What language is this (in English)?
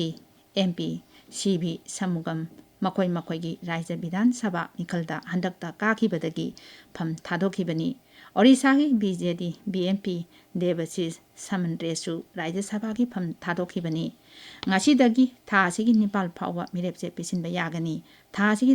Manipuri